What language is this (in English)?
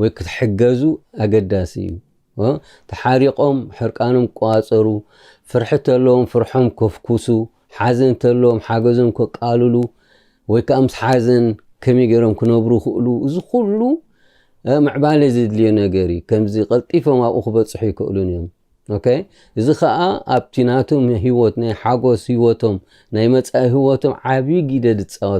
Tigrinya